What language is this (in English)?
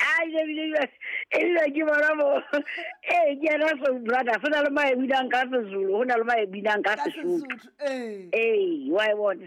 Southern Sotho